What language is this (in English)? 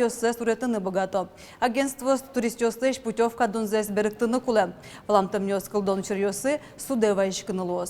Udmurt